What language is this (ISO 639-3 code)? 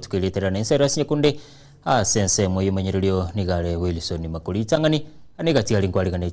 guz